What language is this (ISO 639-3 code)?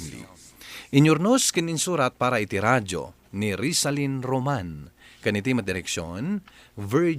ilo